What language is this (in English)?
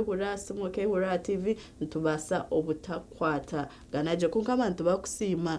Nyankole